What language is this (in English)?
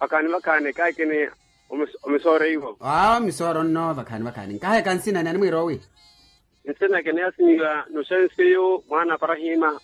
Makhuwa